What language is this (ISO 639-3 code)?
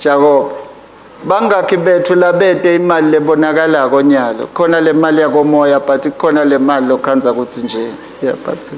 ssw